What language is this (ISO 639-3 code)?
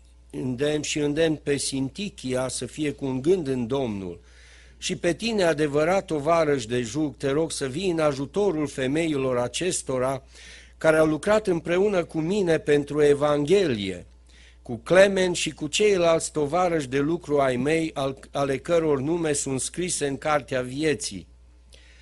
ron